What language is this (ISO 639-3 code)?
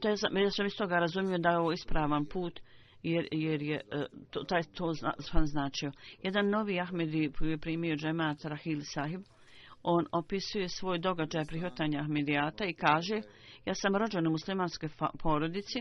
bos